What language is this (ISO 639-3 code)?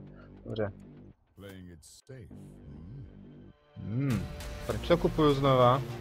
ces